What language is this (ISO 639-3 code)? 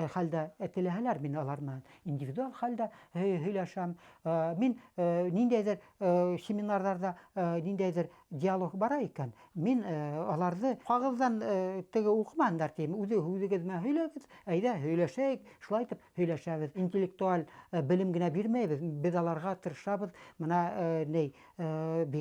bak